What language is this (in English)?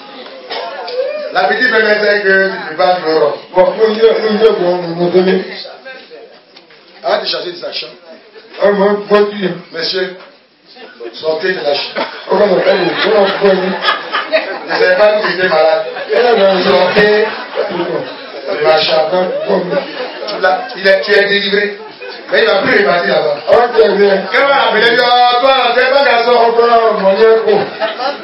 French